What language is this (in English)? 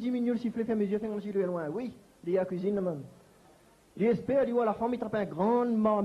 Réunion Creole French